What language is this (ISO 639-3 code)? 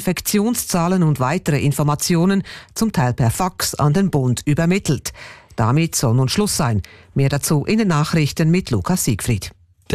deu